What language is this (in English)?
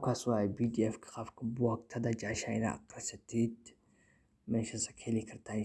Somali